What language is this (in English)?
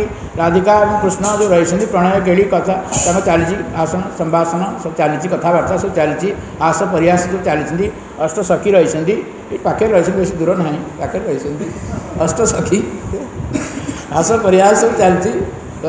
Odia